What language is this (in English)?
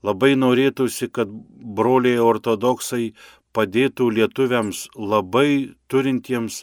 Lithuanian